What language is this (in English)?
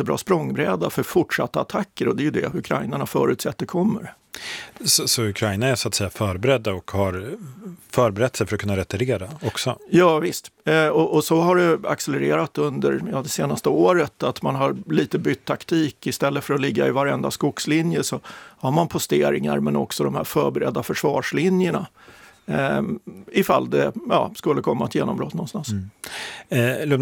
Swedish